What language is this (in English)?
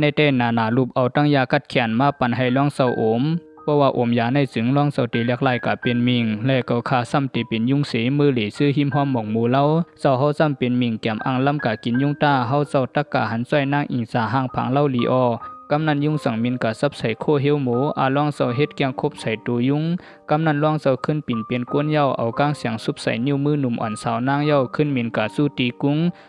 Shan